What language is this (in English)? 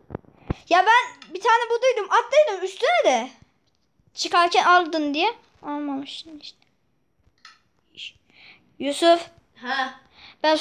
Turkish